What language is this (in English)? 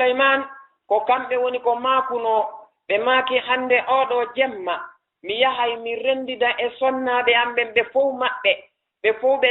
Fula